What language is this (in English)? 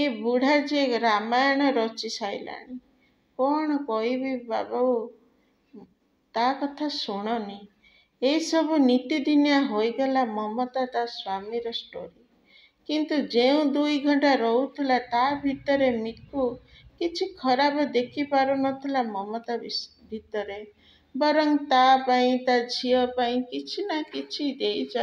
Odia